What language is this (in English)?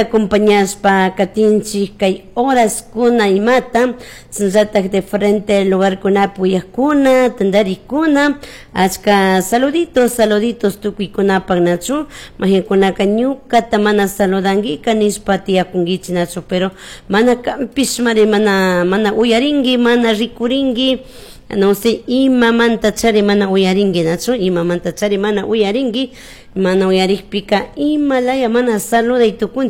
Chimborazo Highland Quichua